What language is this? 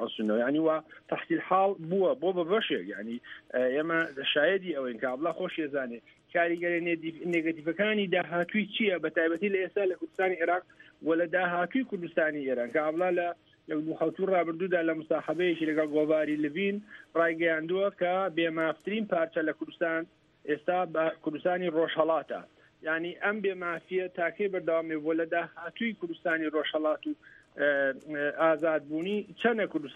Central Kurdish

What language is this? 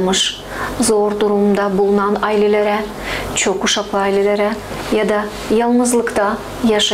Gagauz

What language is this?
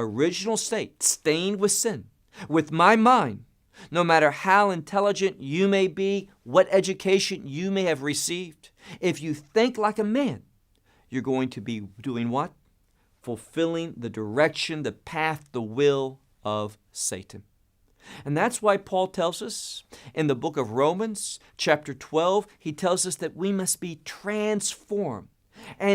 English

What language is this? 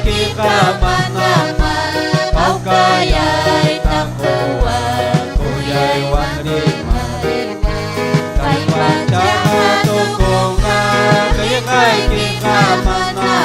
Ayacucho Quechua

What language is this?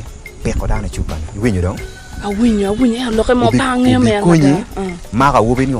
Acoli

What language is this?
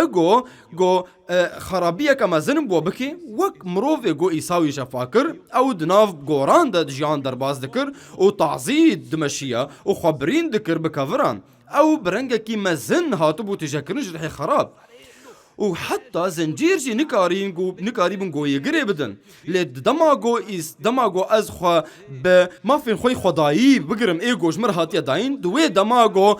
Kurdish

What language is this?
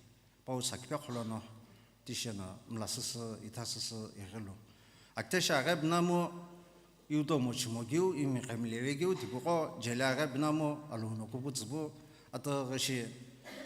Sumi Naga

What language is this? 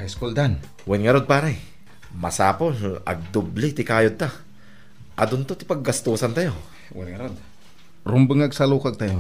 Iloko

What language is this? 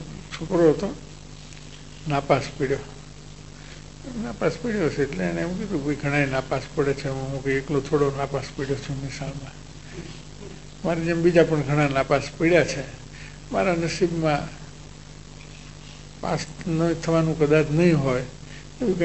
Gujarati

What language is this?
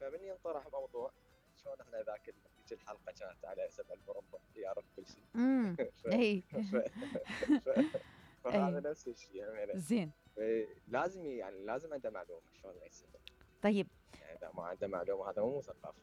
Mesopotamian Arabic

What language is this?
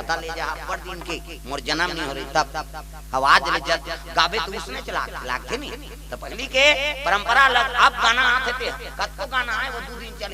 Chhattisgarhi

